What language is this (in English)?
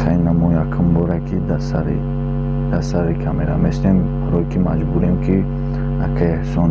Tajik